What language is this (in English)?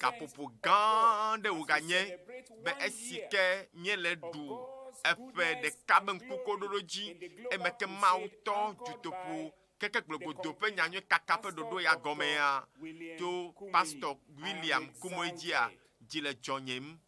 Ewe